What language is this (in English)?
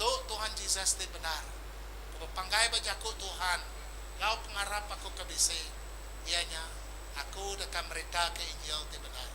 Iban